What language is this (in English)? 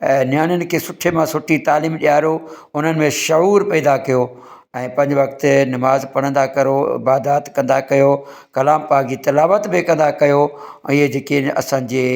Sindhi